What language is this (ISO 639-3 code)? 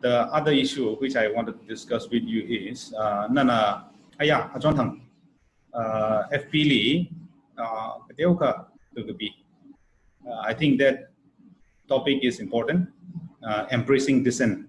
nmf